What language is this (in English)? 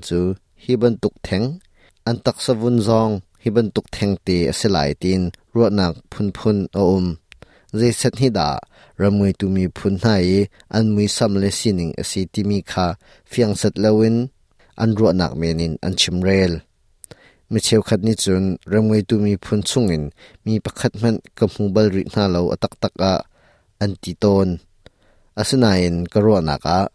Hakha Chin